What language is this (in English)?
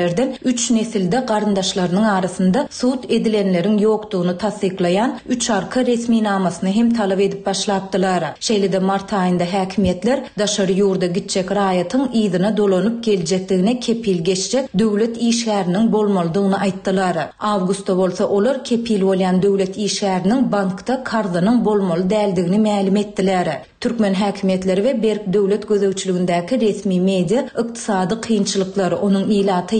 Turkmen